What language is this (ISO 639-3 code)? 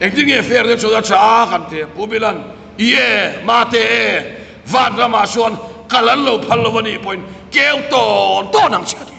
lus